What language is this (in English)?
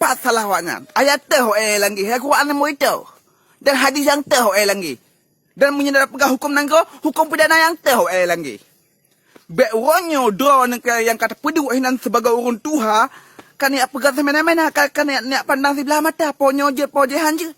Achinese